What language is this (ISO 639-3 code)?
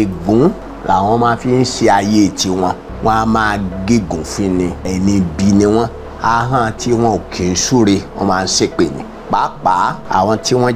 yor